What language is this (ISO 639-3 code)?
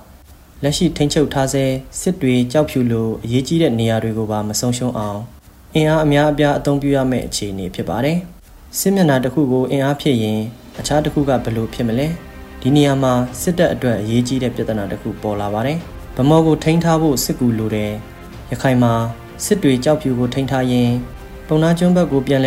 mya